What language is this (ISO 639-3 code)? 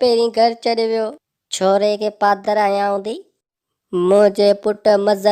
snd